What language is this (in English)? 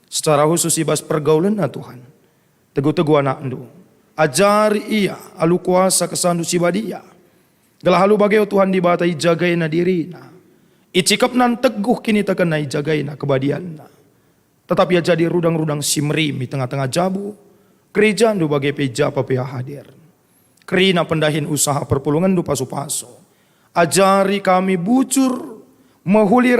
Batak Karo